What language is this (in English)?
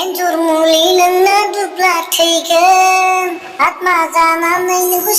Bodo